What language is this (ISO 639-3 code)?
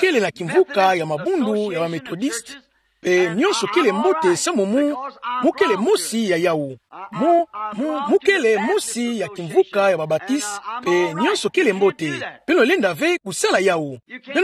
ktu